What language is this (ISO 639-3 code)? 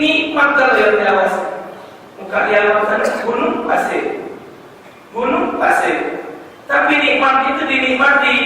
mui